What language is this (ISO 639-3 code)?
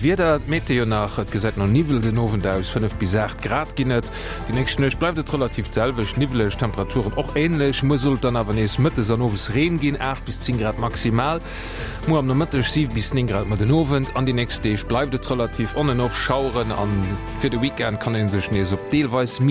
ltz